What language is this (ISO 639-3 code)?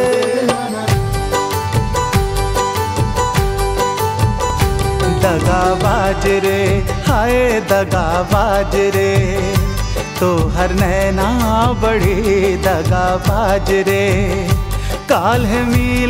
bho